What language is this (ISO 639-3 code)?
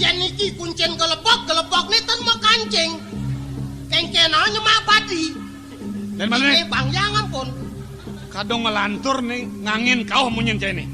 ban